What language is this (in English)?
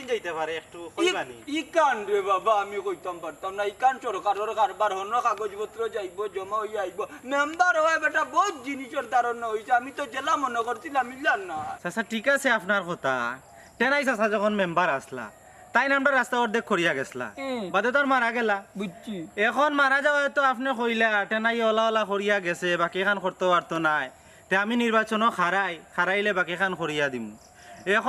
Sylheti